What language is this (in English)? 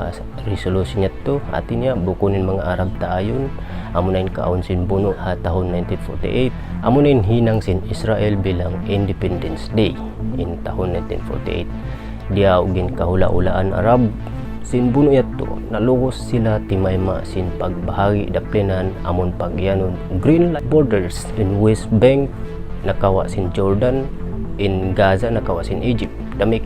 Tausug